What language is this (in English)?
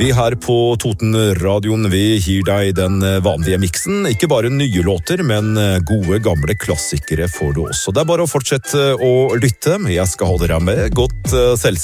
Norwegian